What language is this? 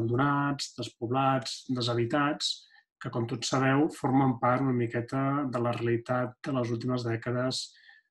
Catalan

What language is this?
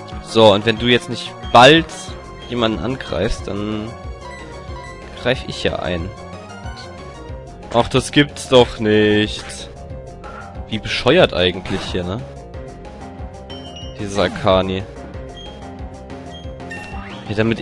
German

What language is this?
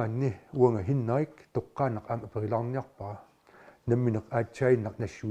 Kalaallisut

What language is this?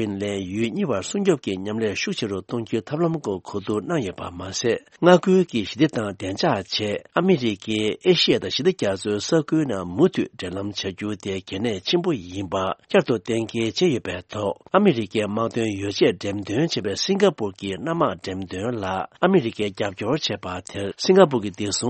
Tibetan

